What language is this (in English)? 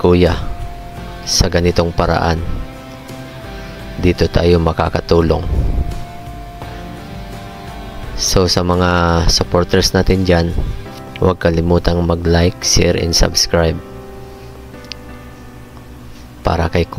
Filipino